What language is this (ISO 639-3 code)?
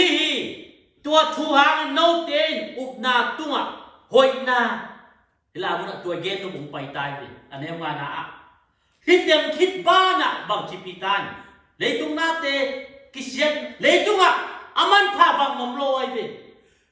ctd